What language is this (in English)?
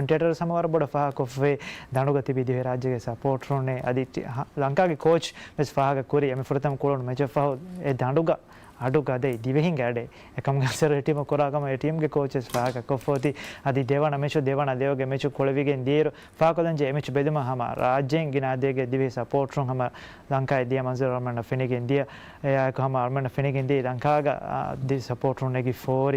Divehi